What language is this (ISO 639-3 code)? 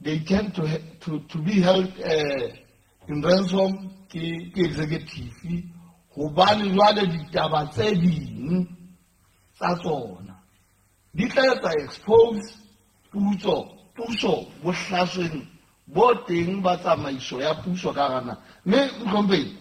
sot